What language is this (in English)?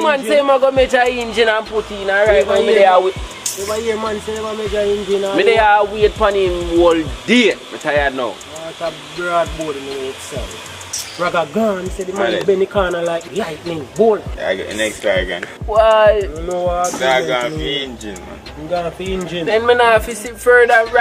Jamaican Creole English